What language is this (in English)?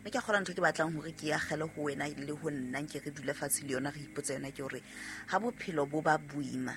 Southern Sotho